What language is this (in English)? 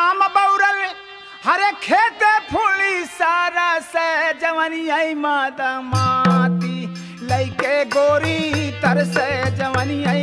Bhojpuri